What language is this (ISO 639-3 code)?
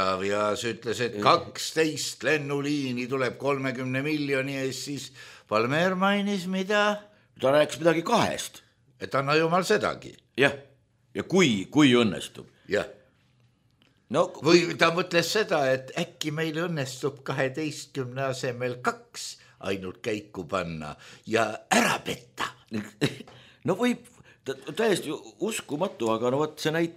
est